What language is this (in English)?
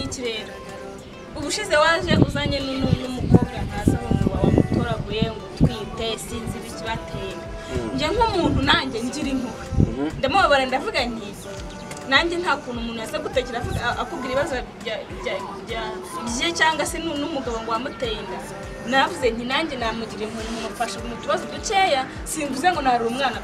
Kinyarwanda